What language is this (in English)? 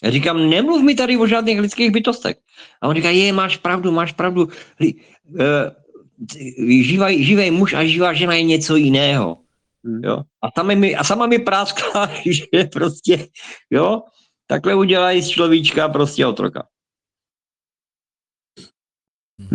Czech